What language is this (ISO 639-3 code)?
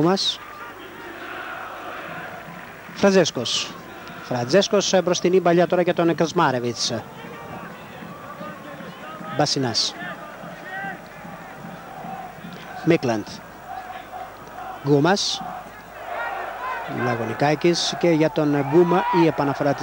ell